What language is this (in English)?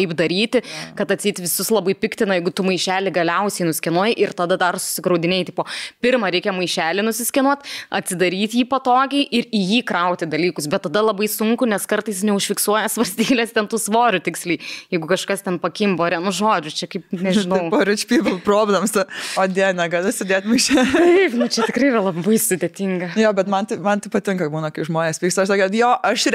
Lithuanian